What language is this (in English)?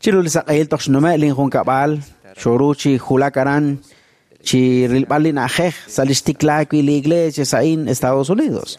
Kekchí